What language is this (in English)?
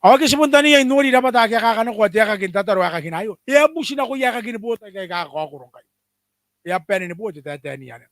Gilbertese